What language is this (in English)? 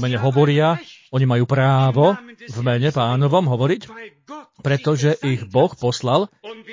Slovak